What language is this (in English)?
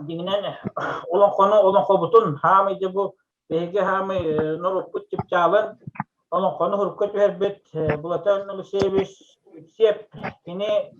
Yakut